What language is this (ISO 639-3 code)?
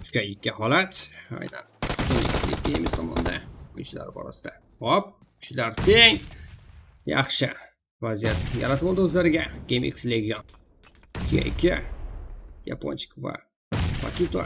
kaa